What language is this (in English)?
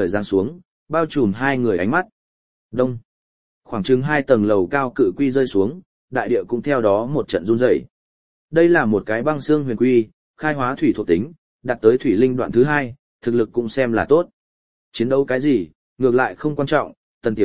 Vietnamese